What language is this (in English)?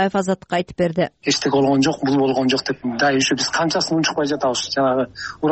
Kyrgyz